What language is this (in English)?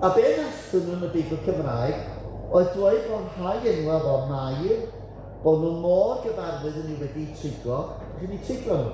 Welsh